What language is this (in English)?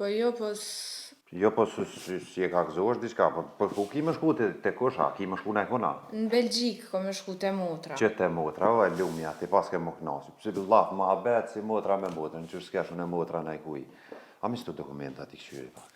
Albanian